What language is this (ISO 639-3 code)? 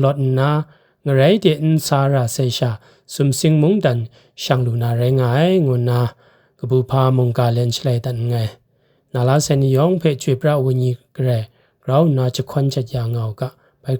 kac